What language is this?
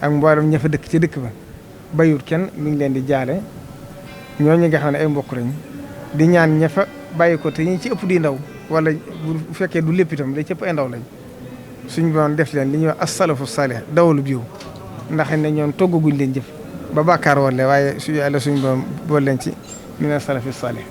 Wolof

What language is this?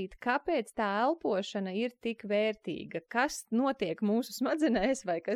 Latvian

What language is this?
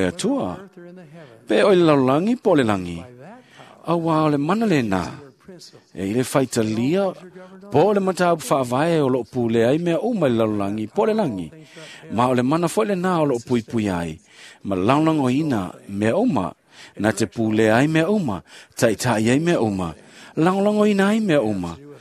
Samoan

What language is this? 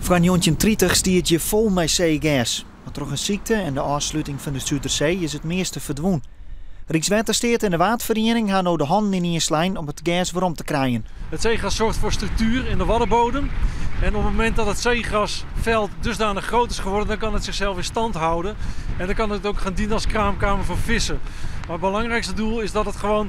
Western Frisian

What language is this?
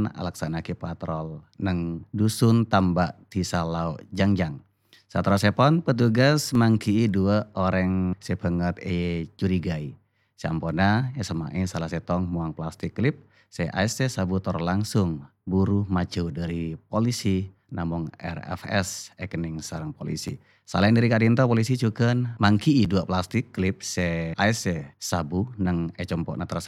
Madurese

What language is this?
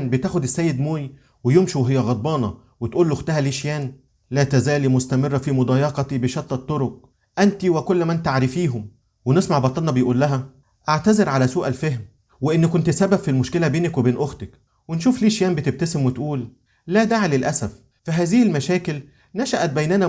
Egyptian Arabic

